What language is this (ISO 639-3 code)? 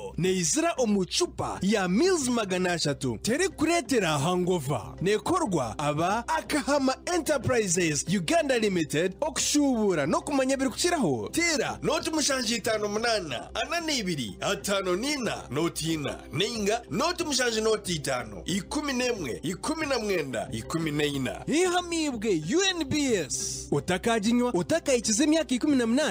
nyn